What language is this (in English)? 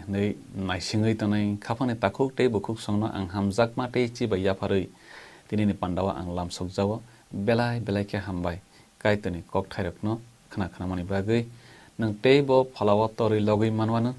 Kok Borok